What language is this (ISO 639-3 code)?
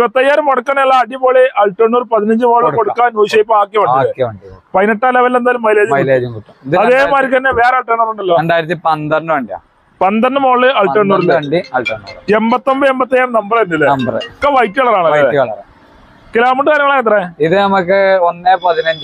mal